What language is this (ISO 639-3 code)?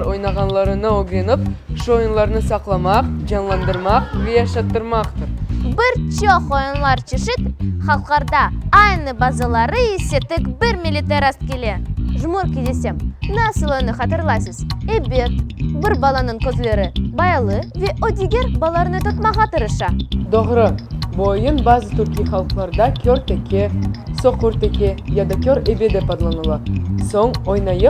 crh